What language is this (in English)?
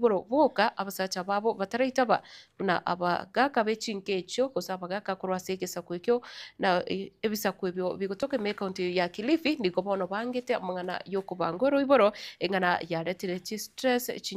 Gusii